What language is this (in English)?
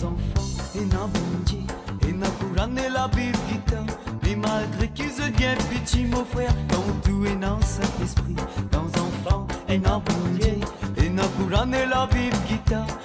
Morisyen